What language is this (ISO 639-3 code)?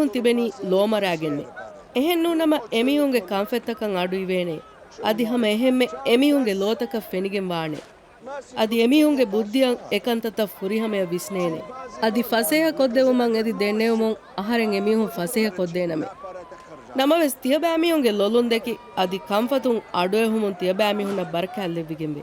div